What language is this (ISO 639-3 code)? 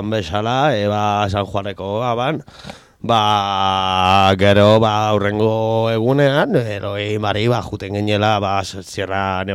eus